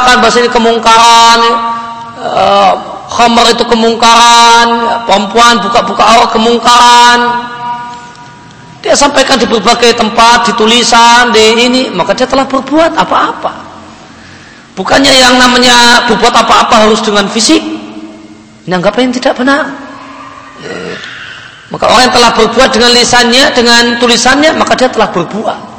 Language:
Indonesian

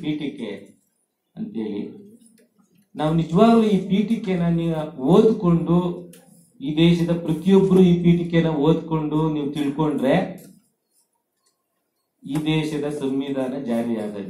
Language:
Kannada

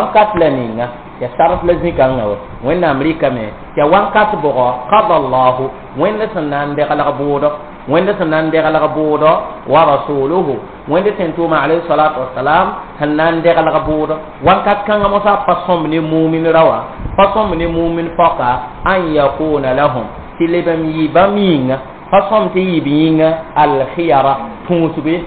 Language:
Mossi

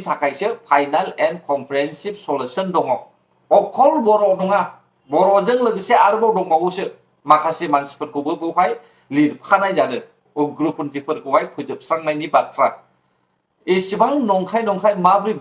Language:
Bodo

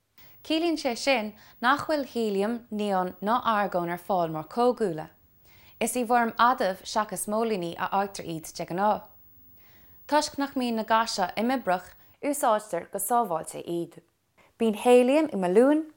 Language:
Irish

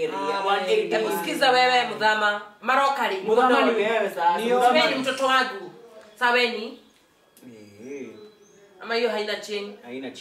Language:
Swahili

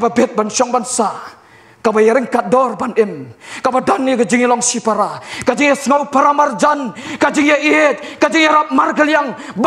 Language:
Khasi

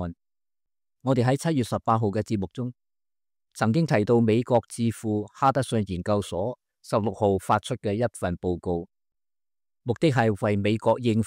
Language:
Cantonese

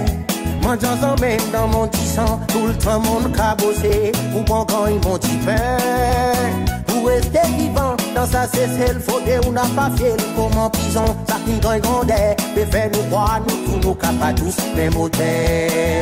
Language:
Seselwa Creole French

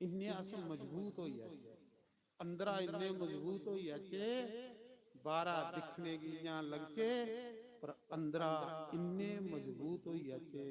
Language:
Dogri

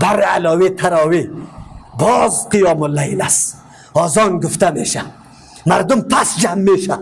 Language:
Persian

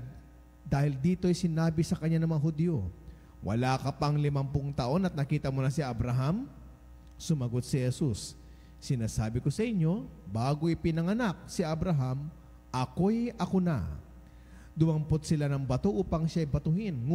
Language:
Filipino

